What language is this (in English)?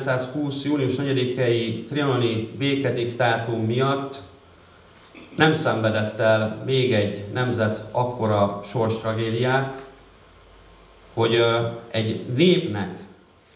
Hungarian